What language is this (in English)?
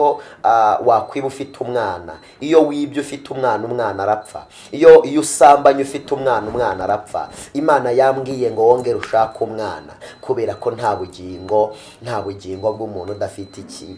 Kinyarwanda